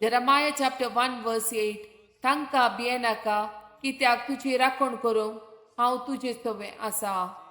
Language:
Konkani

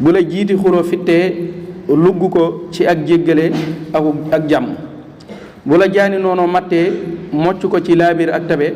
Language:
Wolof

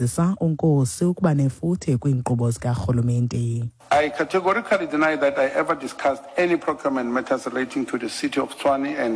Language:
Xhosa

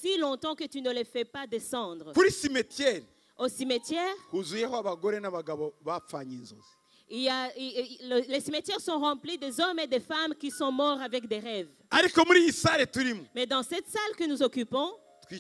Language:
Kinyarwanda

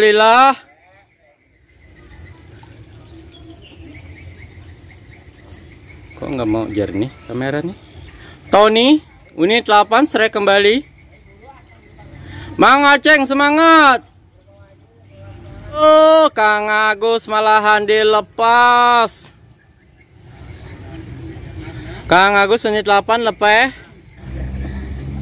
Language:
Indonesian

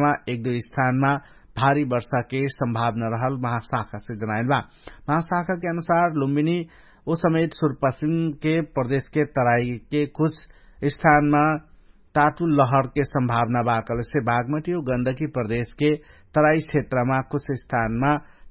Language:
Dangaura Tharu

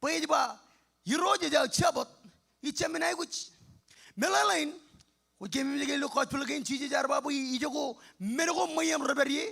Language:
Marshallese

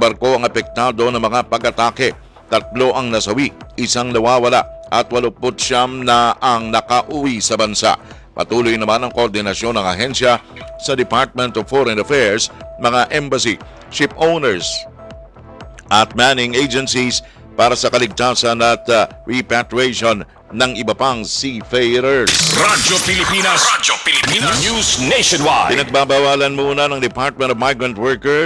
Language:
Filipino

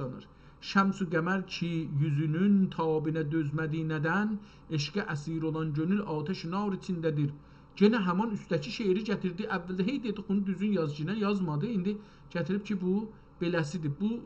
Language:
South Azerbaijani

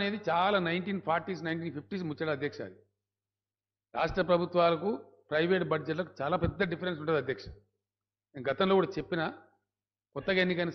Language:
Telugu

